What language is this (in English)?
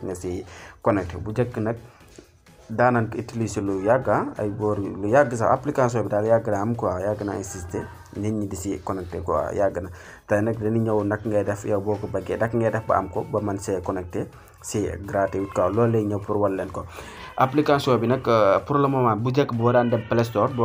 Wolof